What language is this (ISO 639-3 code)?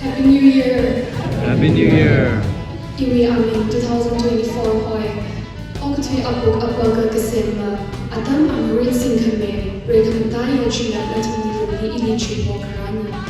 nmf